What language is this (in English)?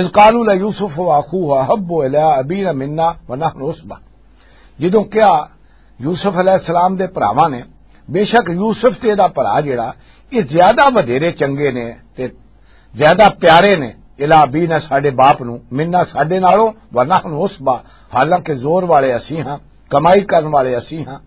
Western Panjabi